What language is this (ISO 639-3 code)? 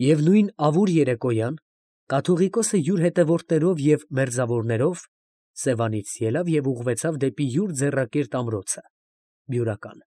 hye